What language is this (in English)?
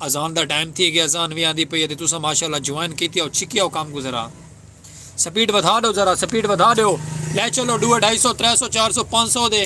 Saraiki